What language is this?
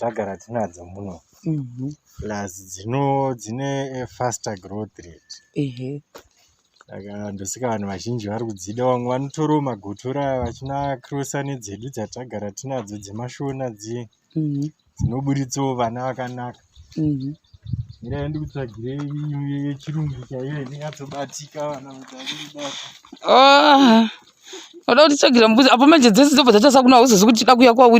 Shona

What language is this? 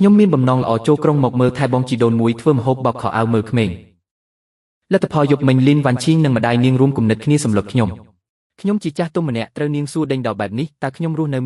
Khmer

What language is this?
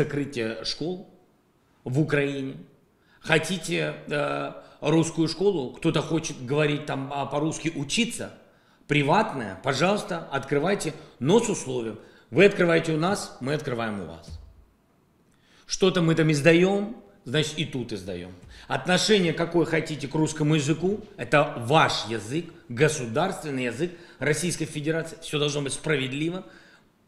Russian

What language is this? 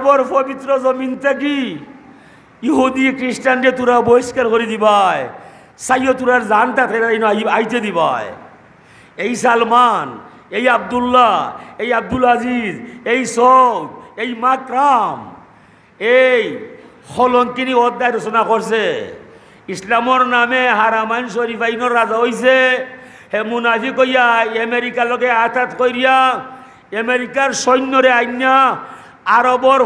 Sylheti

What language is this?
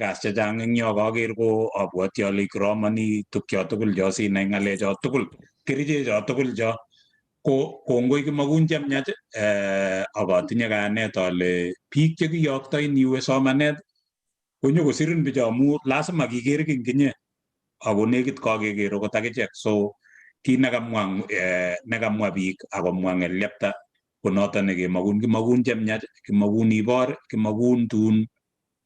Kalenjin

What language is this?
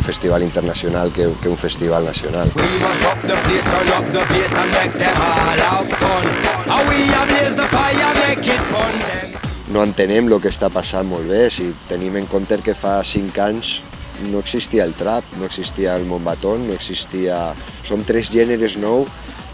Catalan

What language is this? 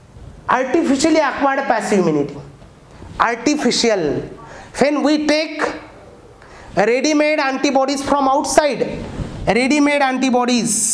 Marathi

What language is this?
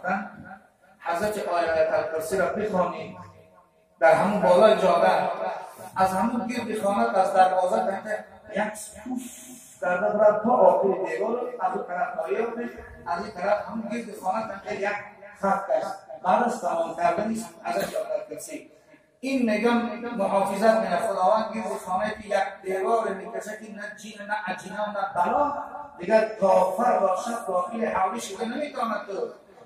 Tajik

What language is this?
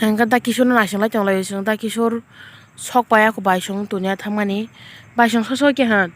Kok Borok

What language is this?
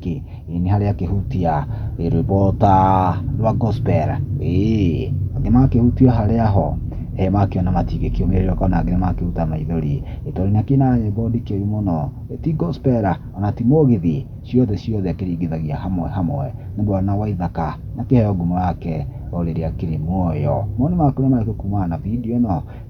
Kikuyu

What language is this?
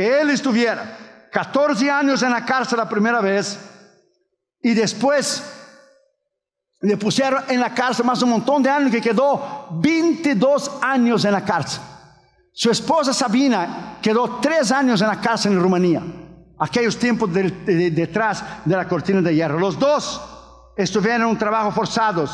Spanish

